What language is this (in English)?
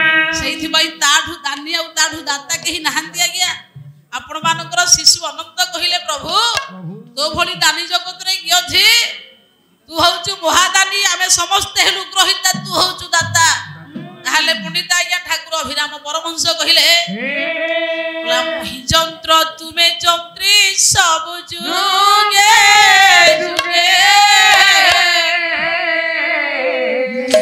Odia